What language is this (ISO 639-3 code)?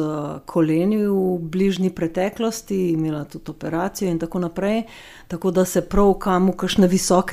slv